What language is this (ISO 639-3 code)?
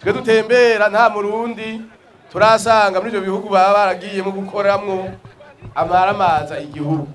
run